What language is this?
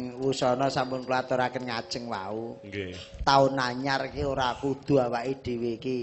Javanese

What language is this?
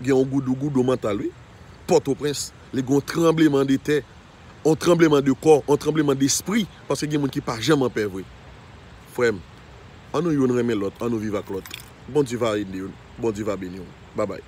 Haitian Creole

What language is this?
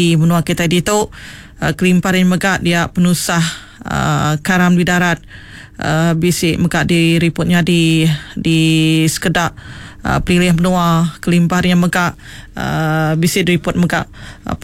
Iban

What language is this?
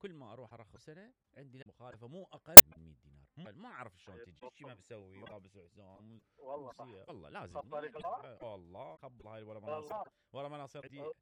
Mesopotamian Arabic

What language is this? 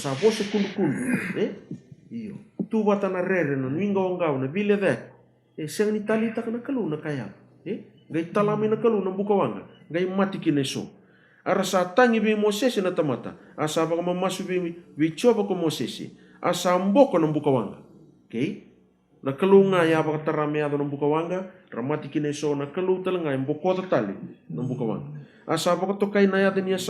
Fijian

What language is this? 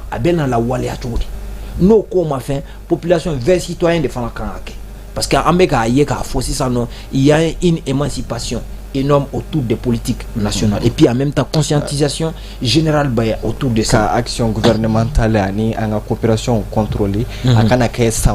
Bambara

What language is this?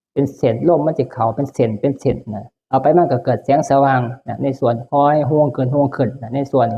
Northeastern Thai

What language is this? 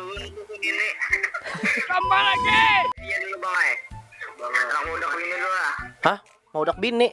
Banjar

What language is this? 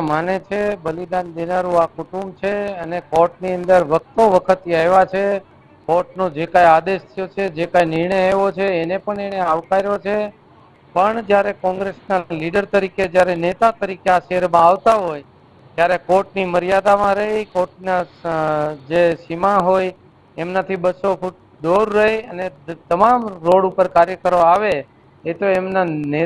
Gujarati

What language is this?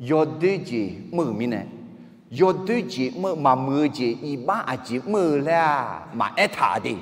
Akha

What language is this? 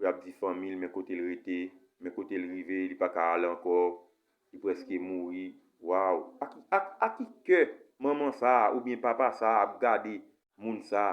Haitian Creole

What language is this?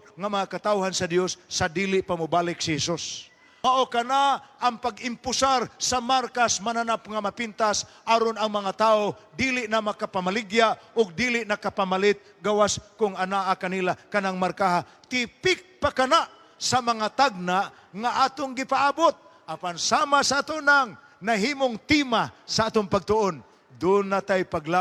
Cebuano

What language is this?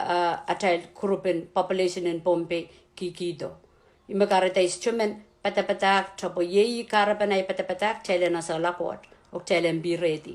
Pohnpeian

